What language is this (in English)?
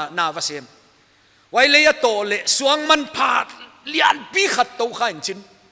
Paite Chin